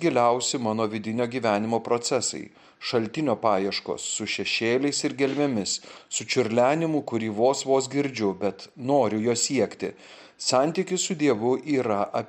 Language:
Lithuanian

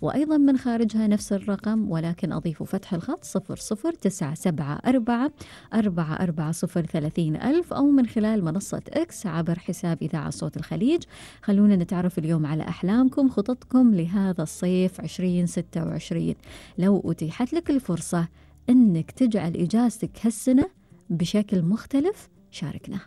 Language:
Gulf Arabic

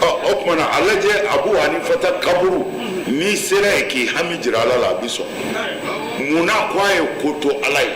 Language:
Bambara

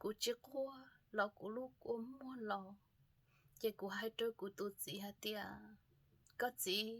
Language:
Hmong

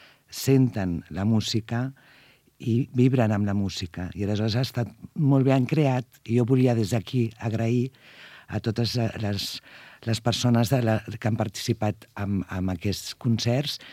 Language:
Catalan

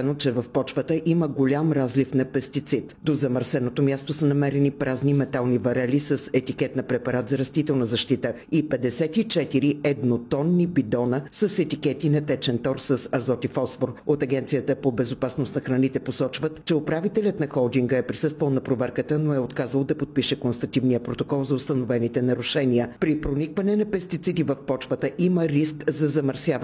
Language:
Bulgarian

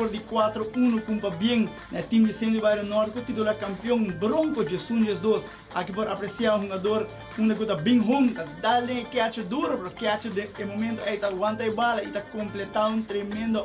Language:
Papiamento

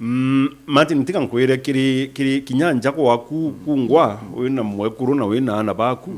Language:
Meru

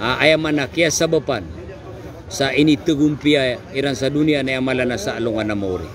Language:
Maranao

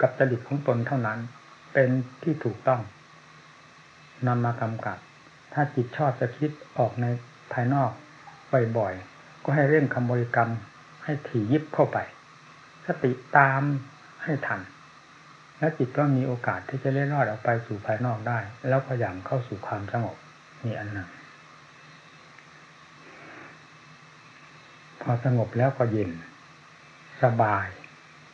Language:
Thai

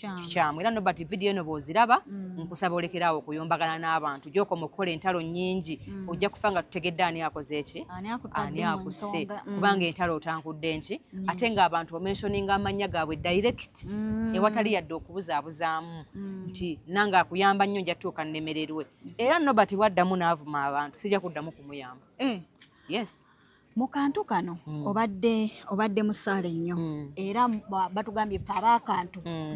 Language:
Ganda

